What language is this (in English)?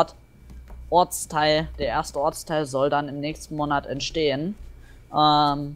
German